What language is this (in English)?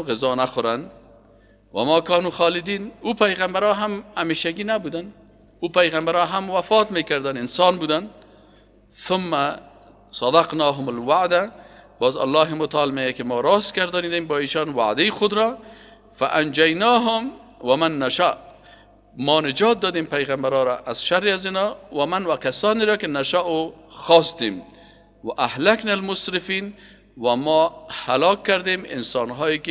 Persian